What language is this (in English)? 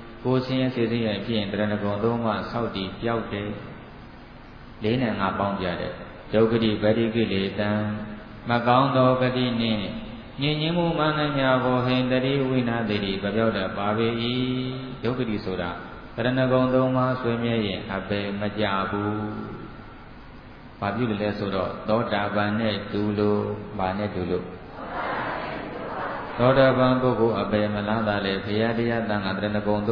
Burmese